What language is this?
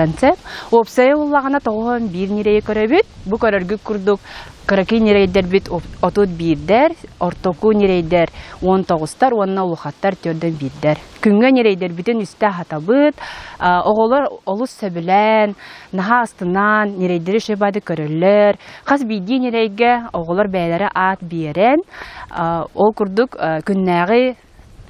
Yakut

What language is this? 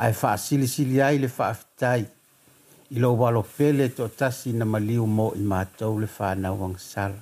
Samoan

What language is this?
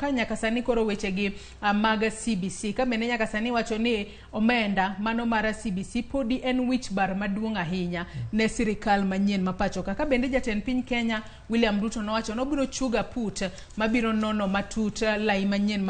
Luo (Kenya and Tanzania)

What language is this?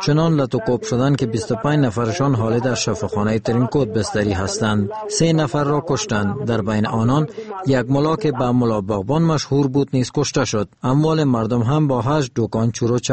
Persian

